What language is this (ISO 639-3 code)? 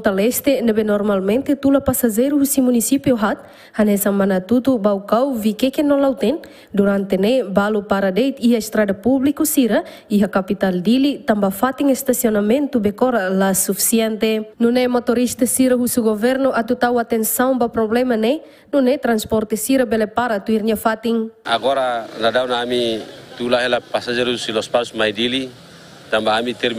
tet